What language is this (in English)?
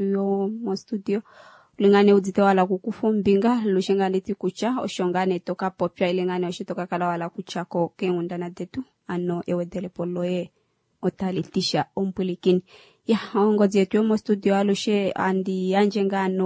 Kuanyama